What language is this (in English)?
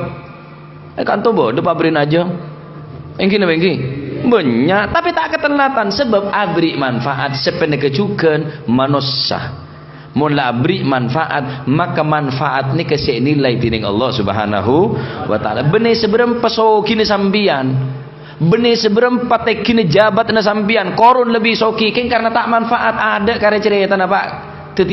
Madurese